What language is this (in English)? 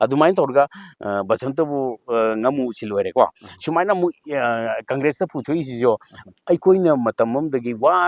Manipuri